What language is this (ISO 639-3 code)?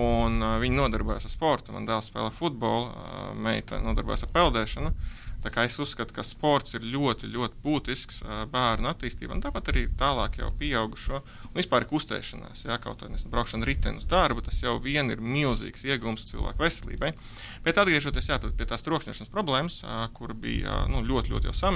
lav